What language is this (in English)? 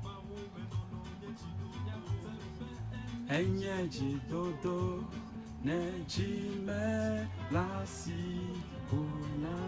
Ewe